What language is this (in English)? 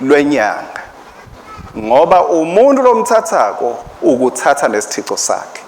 Swati